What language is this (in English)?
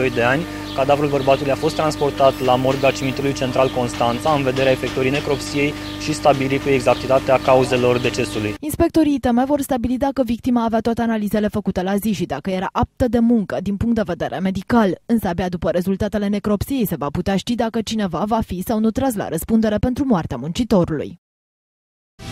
Romanian